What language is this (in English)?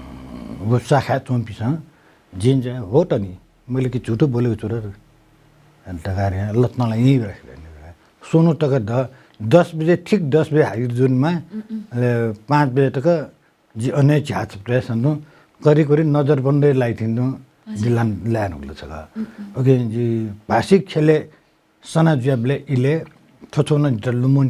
Newari